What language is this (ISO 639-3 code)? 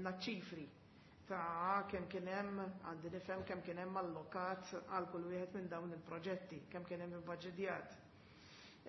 mlt